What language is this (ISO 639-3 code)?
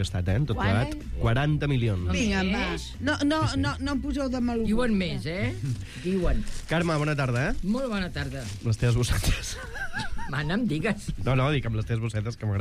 cat